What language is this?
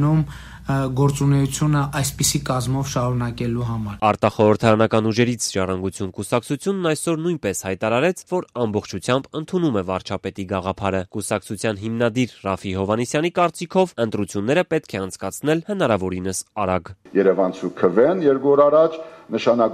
Armenian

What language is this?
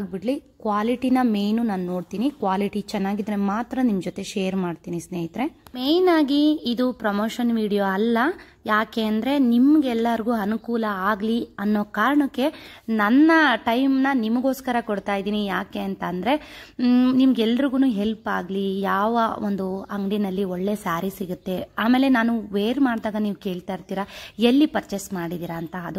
Kannada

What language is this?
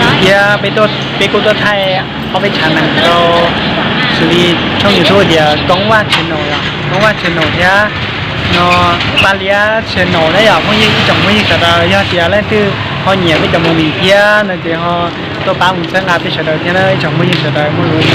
Hmong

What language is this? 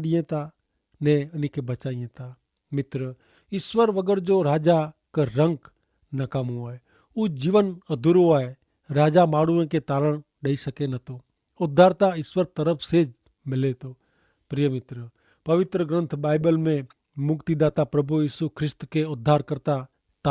Kachhi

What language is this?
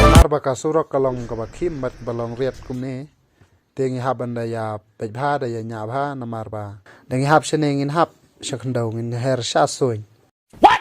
Khasi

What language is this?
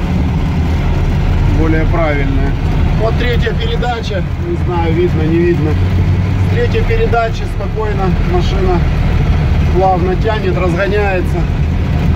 Russian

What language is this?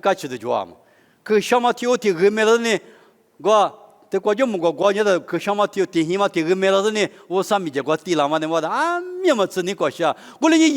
Lisu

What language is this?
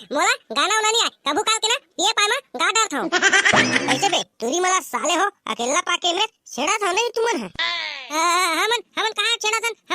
Chhattisgarhi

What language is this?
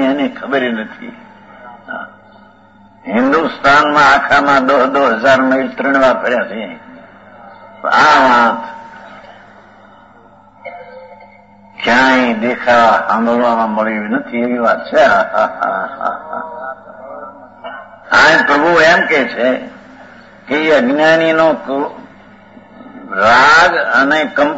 Gujarati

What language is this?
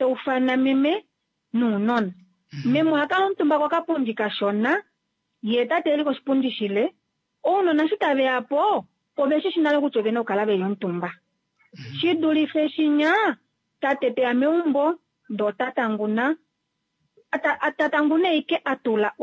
Kuanyama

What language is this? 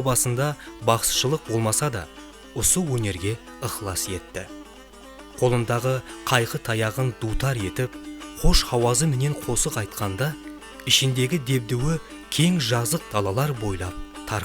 Kara-Kalpak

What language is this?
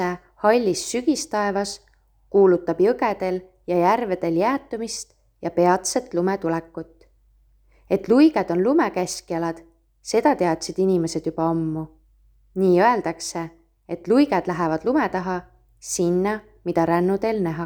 Estonian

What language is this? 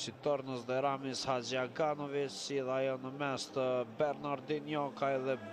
Albanian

